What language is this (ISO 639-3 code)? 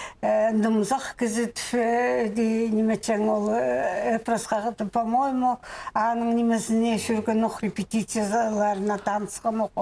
kjh